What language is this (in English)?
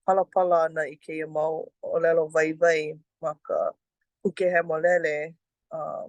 Hawaiian